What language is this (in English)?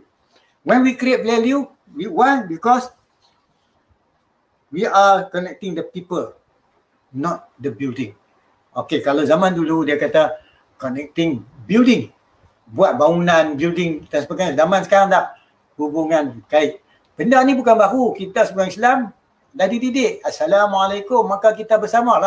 Malay